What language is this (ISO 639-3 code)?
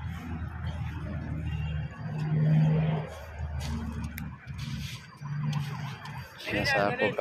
fil